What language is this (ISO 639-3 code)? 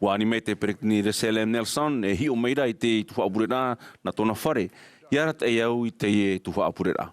tah